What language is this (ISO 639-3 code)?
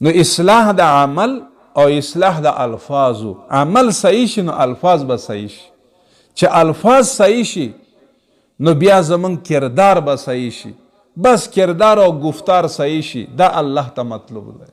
pus